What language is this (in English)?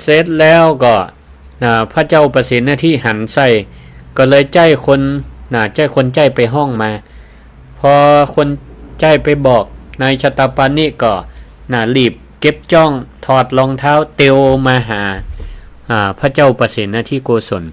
Northern Thai